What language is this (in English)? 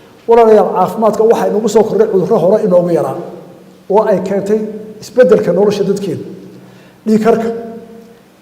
Somali